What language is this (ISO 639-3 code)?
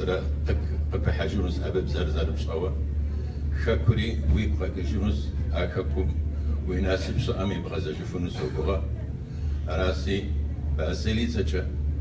kbd